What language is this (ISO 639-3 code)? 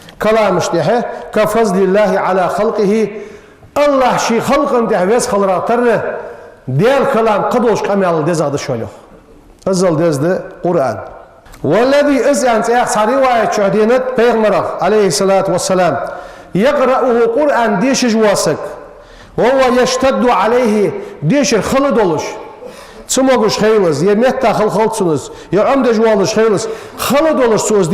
inh